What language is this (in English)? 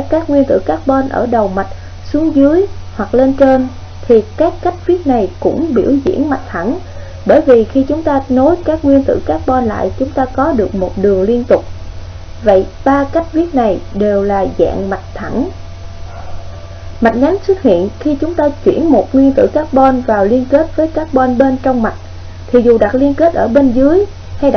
Vietnamese